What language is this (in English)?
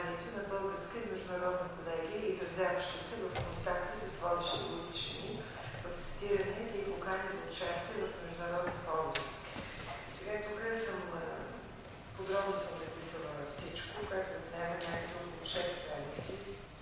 Bulgarian